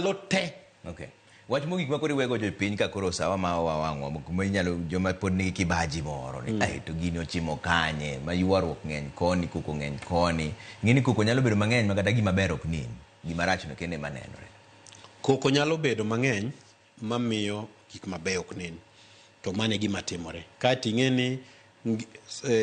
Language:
Luo (Kenya and Tanzania)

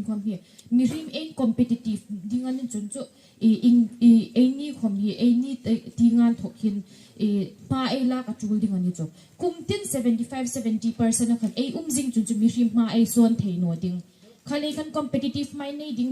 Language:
Hmar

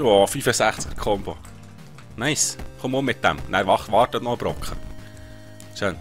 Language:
Swiss German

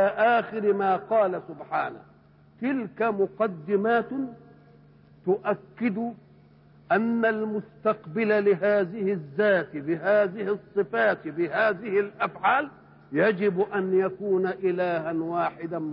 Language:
Arabic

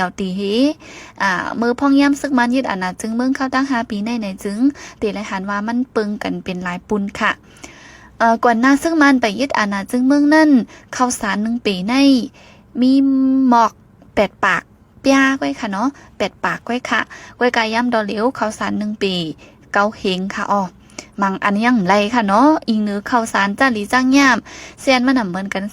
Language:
Shan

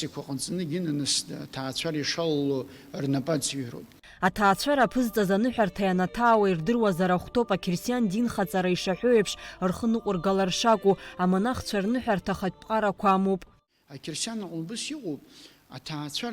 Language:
Abkhazian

